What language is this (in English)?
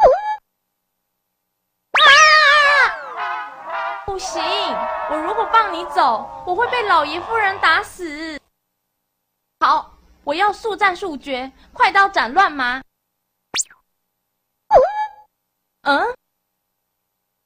Chinese